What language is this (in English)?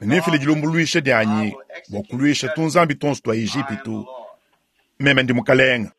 Luba-Lulua